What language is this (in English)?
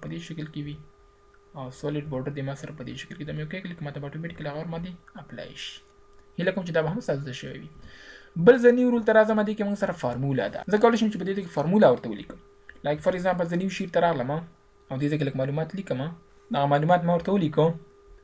Pashto